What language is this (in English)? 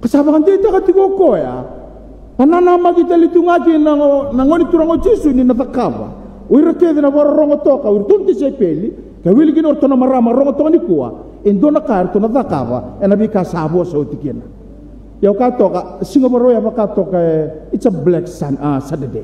Fijian